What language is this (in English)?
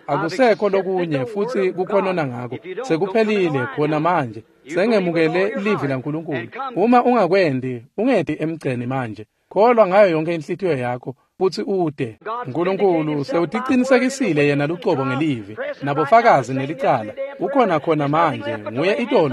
Swati